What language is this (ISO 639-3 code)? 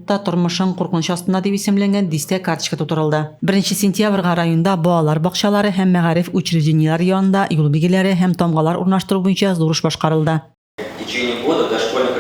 tat